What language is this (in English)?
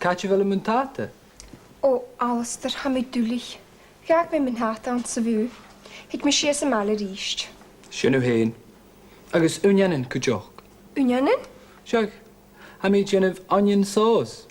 Scottish Gaelic